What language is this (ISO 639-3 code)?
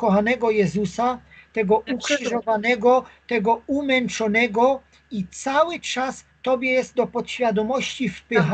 pol